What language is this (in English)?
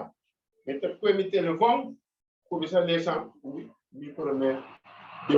Papiamento